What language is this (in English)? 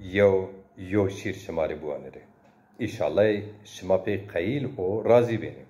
Zaza